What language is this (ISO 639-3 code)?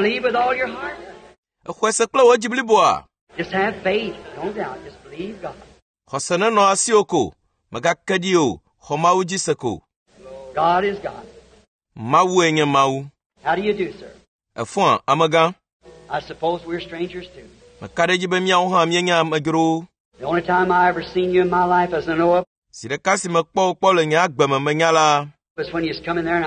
ewe